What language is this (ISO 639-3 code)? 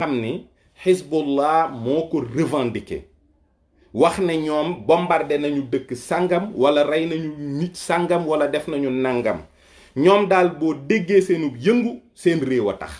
wol